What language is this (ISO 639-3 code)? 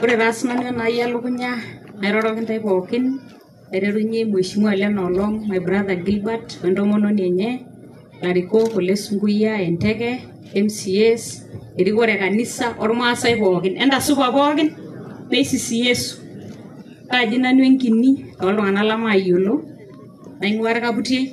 mas